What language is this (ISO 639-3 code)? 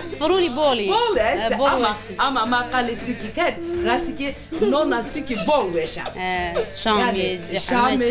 zza